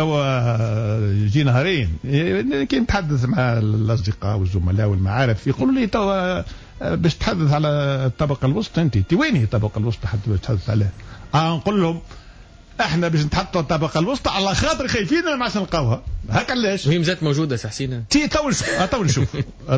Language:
Tunisian Arabic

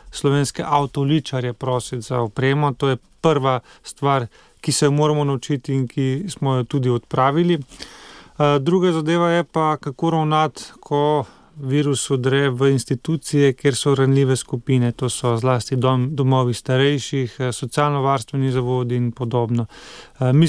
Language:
Slovenian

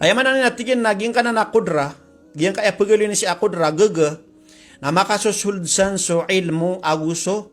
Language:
Maranao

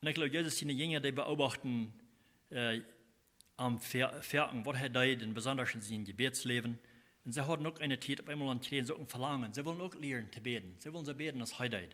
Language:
Plautdietsch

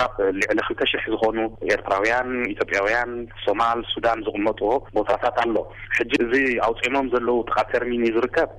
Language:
Tigrinya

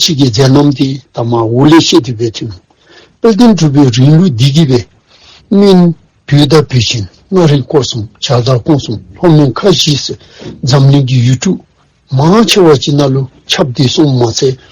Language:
Dzongkha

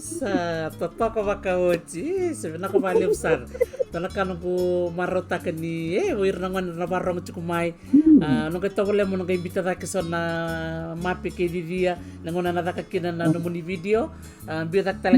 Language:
Fijian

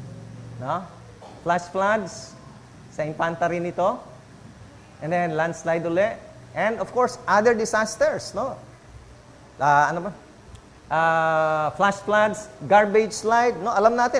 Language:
Filipino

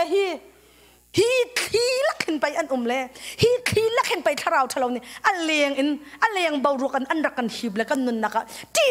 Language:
Hakha Chin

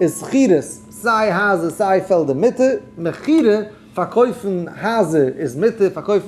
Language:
Yiddish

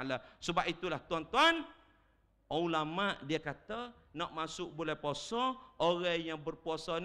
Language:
Malay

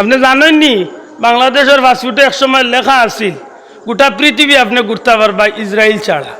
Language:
Sylheti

